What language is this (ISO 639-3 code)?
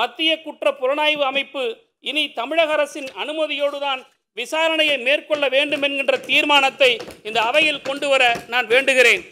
tam